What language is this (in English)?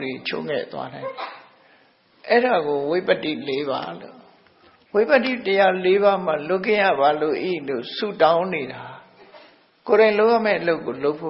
Burmese